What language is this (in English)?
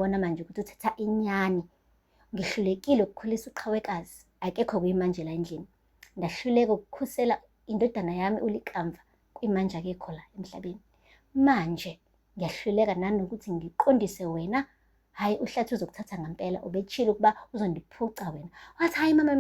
Zulu